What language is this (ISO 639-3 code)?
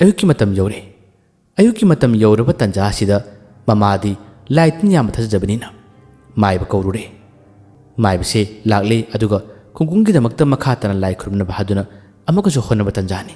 mni